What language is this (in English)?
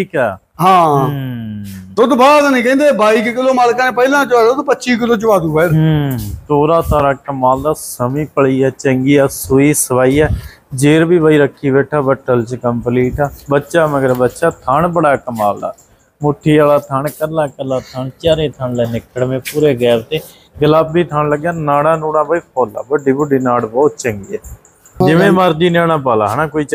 Punjabi